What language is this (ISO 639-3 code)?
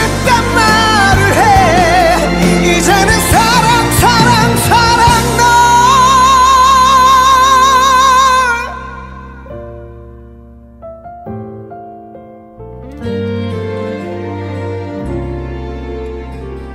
kor